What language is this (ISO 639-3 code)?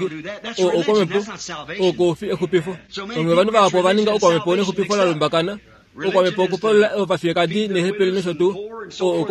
kua